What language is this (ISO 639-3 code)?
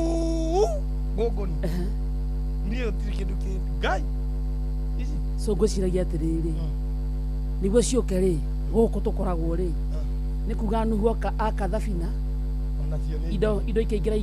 kik